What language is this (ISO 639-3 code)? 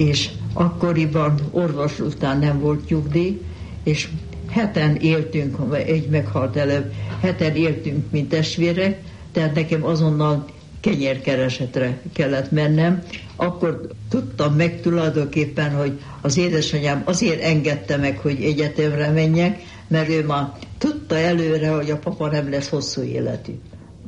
hun